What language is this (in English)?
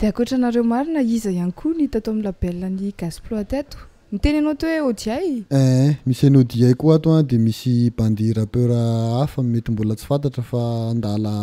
Malagasy